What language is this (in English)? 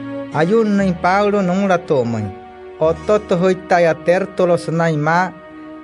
Wayuu